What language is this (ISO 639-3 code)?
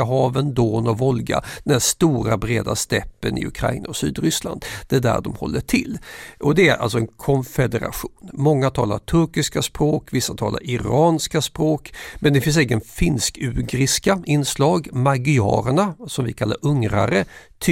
swe